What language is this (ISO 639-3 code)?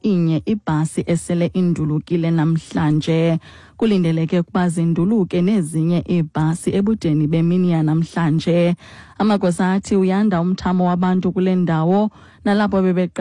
xho